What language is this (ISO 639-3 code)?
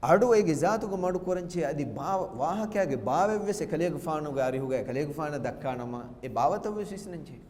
div